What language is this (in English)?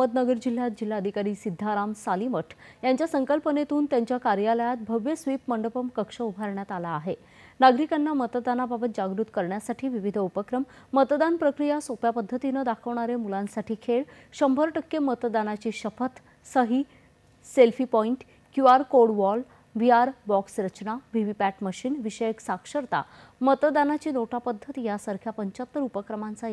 Marathi